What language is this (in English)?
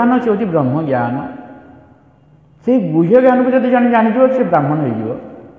Odia